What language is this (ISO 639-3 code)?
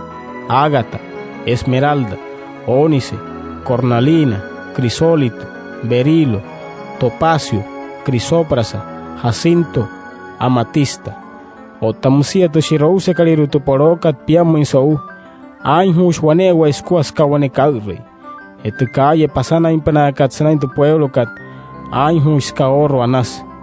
guc